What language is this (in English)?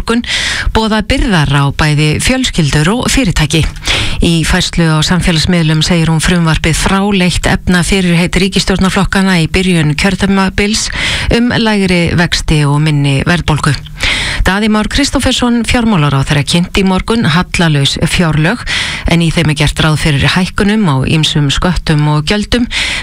Icelandic